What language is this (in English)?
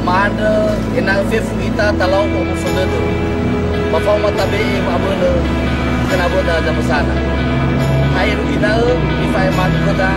Nias